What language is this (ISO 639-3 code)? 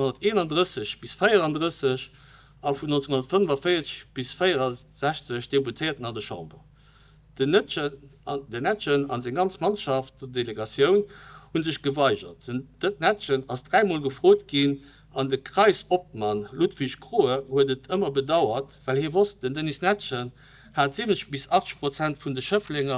ltz